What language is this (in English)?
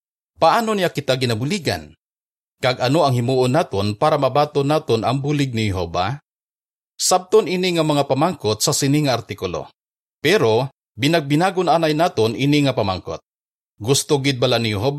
Hiligaynon